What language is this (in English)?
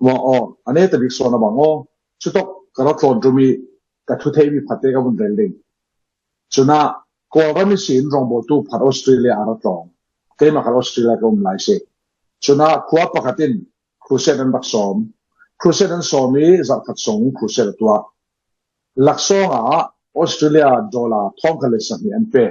Falam Chin